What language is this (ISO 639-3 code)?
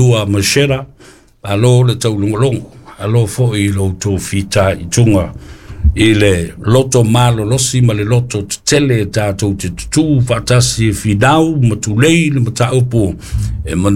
smo